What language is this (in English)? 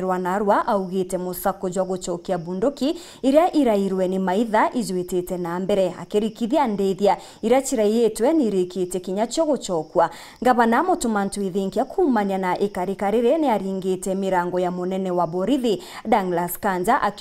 Meru